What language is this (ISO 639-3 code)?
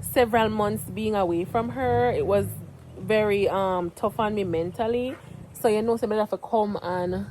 jam